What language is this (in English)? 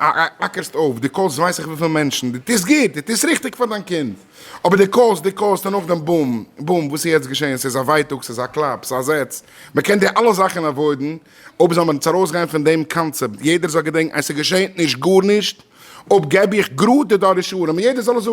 Yiddish